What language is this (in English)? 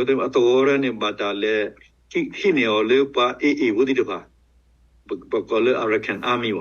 S'gaw Karen